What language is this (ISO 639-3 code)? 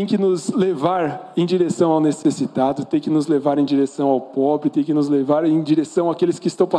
por